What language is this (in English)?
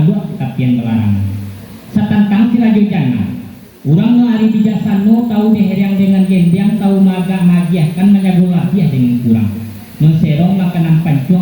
Minangkabau